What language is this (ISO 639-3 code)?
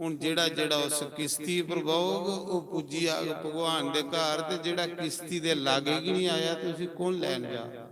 doi